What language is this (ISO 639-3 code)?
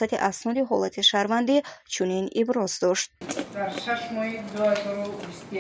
tgk